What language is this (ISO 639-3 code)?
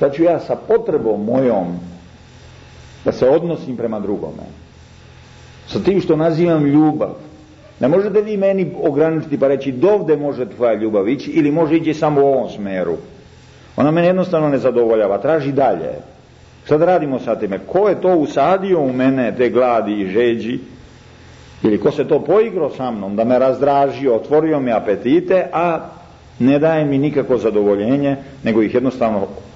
srp